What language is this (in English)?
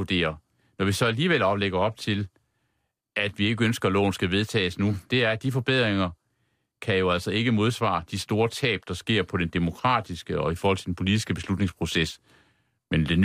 Danish